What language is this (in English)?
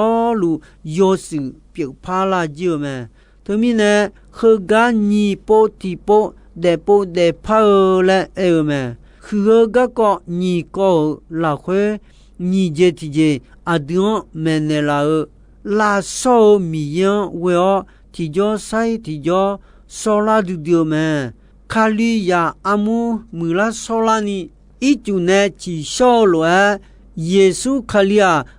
Akha